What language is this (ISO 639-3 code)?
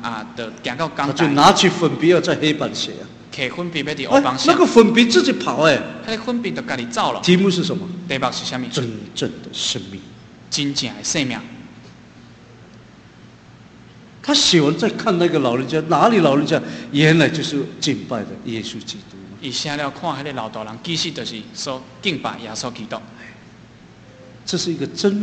zho